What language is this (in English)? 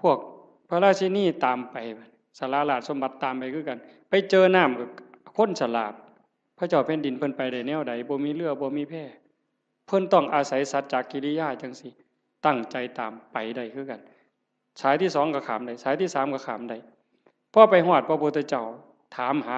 Northeastern Thai